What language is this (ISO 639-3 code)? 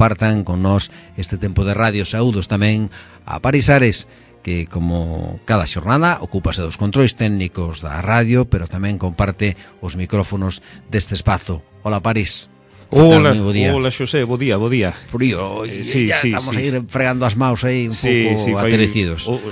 glg